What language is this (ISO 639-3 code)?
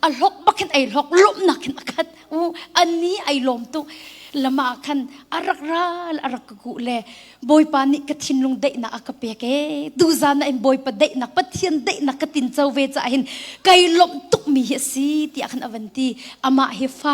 cnh